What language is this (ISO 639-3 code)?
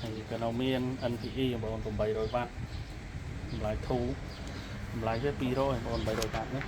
khm